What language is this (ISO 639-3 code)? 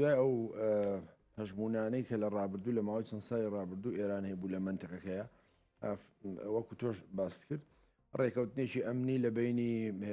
ckb